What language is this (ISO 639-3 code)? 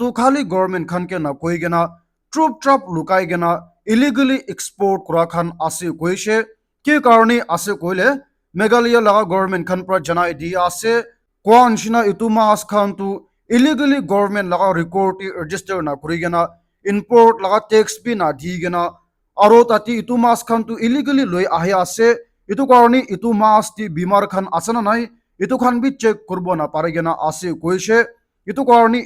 nag